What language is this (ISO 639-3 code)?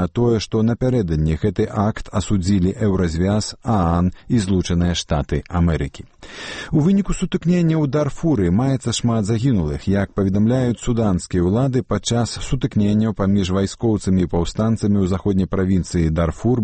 bel